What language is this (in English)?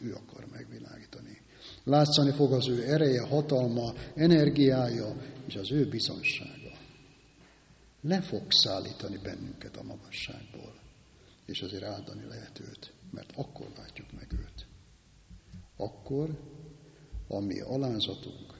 Hungarian